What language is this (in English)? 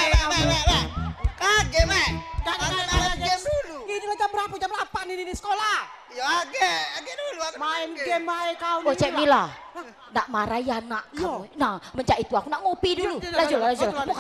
Musi